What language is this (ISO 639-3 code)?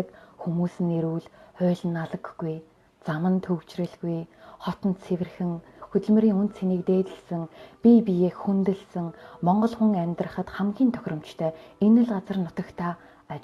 mon